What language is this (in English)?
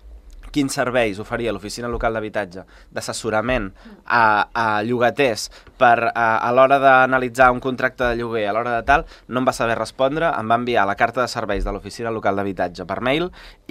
Catalan